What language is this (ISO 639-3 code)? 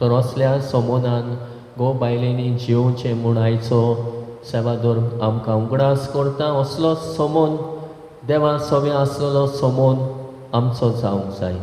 kok